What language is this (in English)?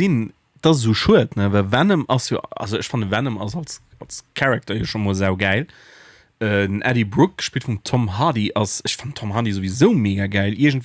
Luxembourgish